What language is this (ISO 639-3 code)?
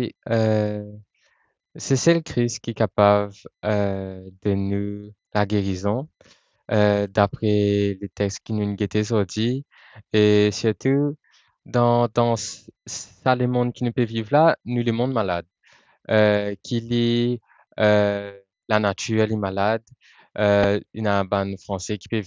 mfe